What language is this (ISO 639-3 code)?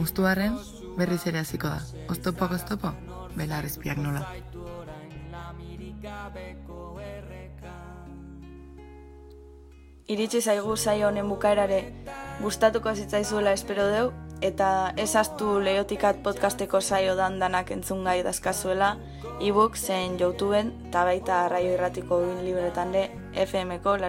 eus